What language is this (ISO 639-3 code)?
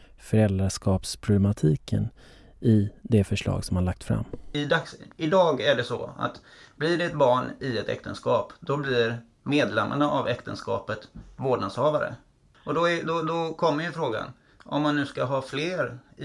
swe